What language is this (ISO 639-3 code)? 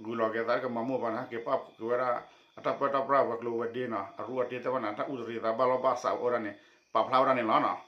ksw